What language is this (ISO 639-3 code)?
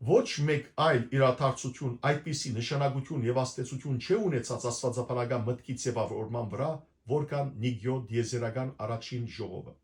hyw